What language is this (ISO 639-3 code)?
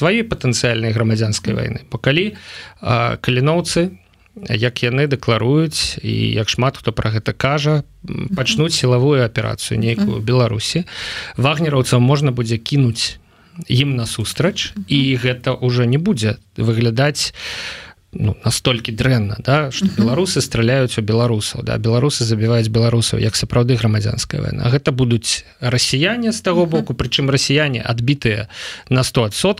bel